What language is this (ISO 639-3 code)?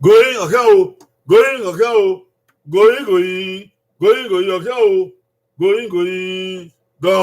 bin